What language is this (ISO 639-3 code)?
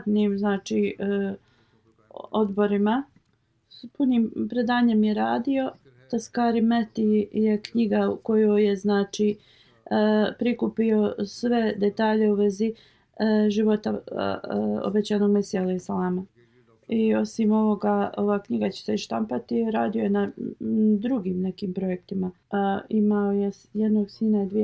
bos